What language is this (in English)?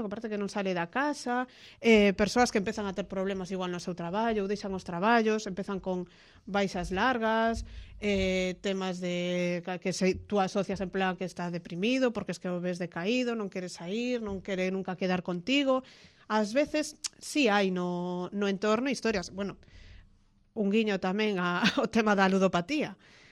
Galician